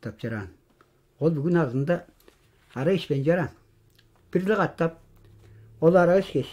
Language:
Tuvinian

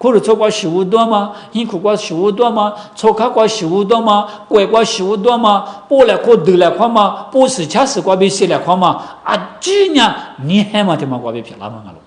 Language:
Lisu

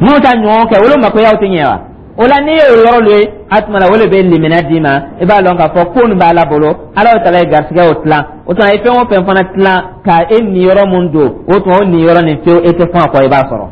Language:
Dyula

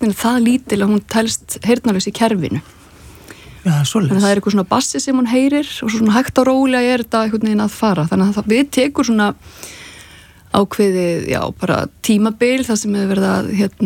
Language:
Icelandic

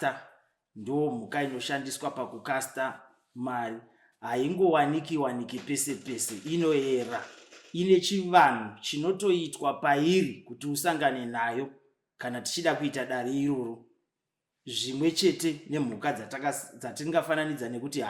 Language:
Shona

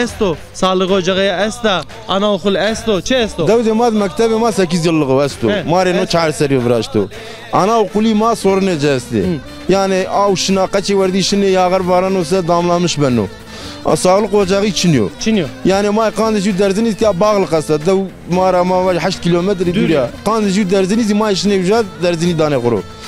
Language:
Zaza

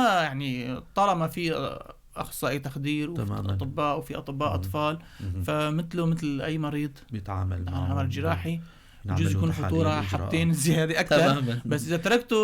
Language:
North Levantine Arabic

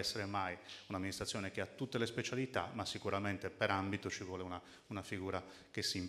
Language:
Italian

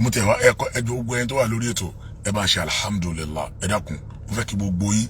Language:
Yoruba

